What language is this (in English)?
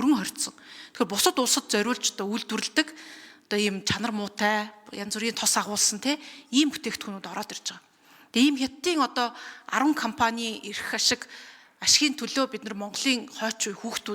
Mongolian